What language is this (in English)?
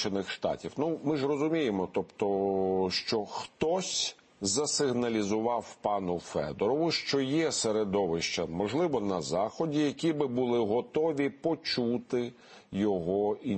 Ukrainian